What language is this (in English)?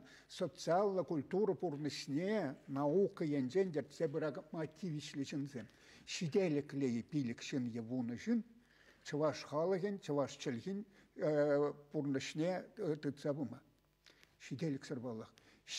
Chuvash